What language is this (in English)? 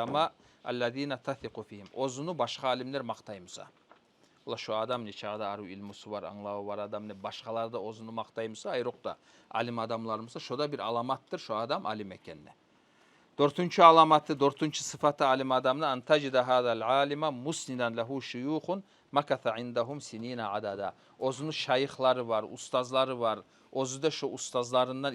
Kumyk